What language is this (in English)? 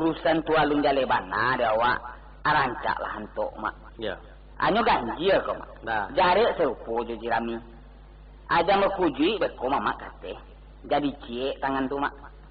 Minangkabau